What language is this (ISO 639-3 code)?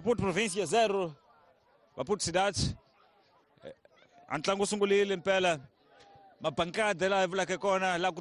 tso